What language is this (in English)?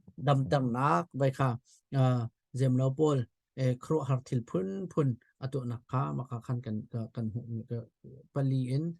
Hakha Chin